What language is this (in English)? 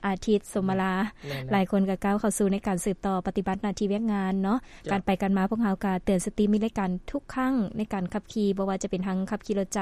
Lao